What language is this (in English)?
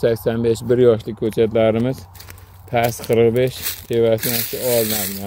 Uzbek